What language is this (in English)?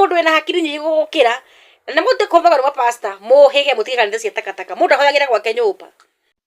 Kikuyu